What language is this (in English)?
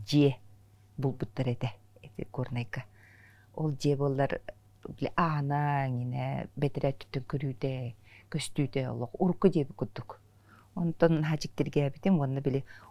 Yakut